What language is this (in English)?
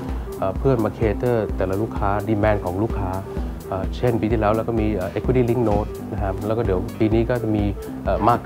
Thai